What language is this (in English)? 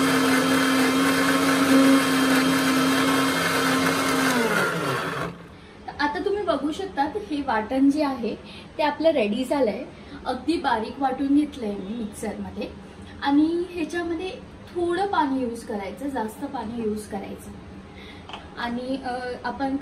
Marathi